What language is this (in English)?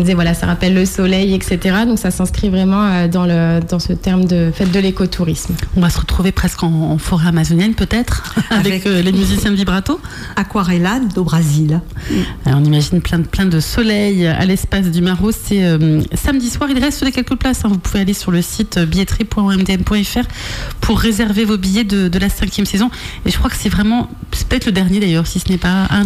French